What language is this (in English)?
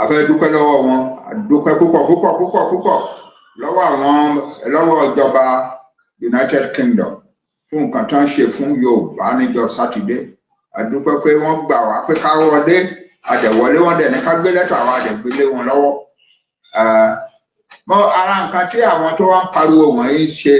Yoruba